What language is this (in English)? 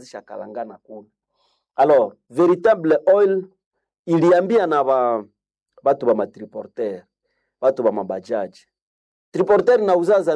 Swahili